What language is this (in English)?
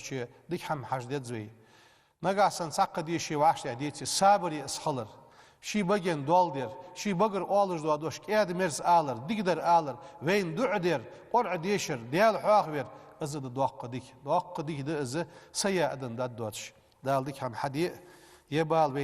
Ingush